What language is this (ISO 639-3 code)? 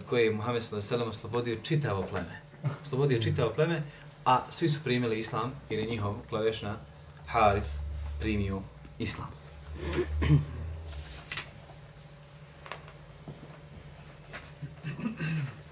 bos